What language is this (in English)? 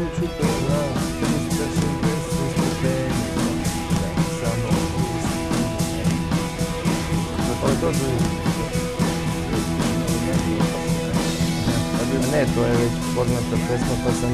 Serbian